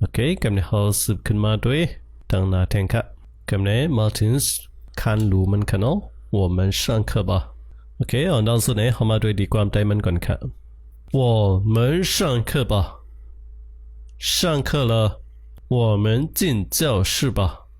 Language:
Shan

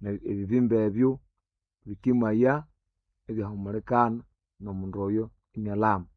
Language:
Nande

